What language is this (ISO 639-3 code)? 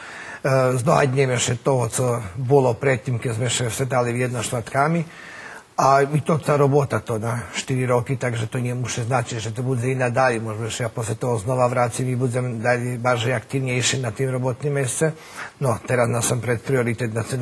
rue